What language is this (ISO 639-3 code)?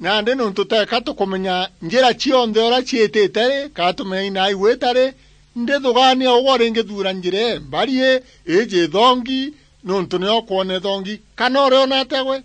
mer